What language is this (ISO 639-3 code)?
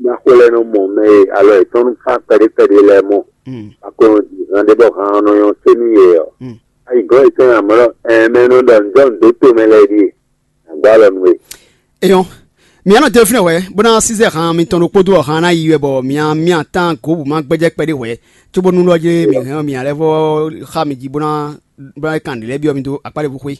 fon